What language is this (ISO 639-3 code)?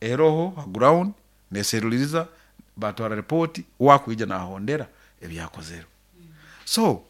nyo